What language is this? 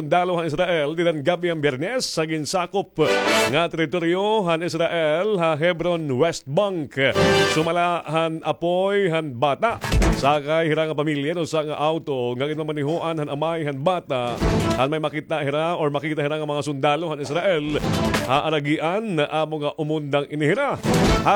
Waray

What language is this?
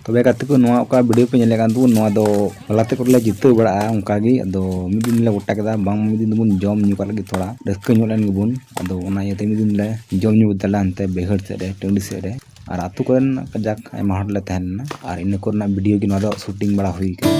Santali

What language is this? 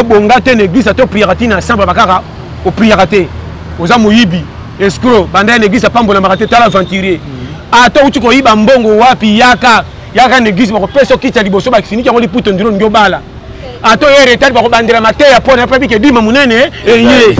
Lingala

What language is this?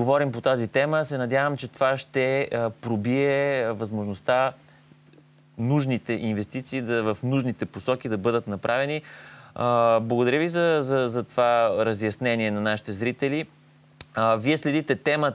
Bulgarian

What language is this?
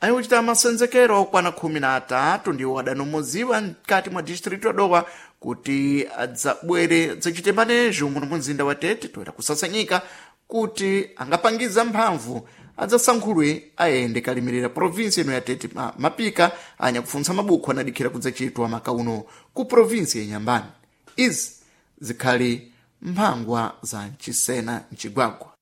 Sena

